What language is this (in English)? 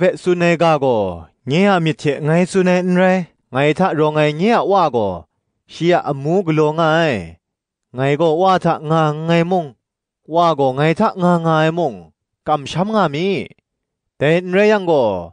Kachin